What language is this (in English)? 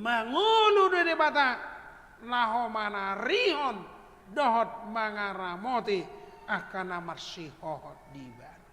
Batak Toba